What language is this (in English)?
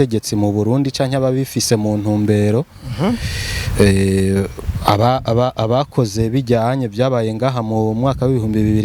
Rundi